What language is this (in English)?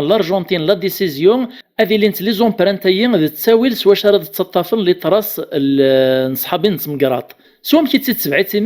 Kabyle